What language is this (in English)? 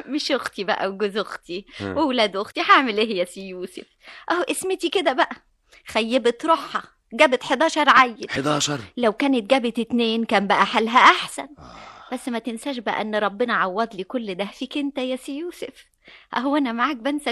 Egyptian Arabic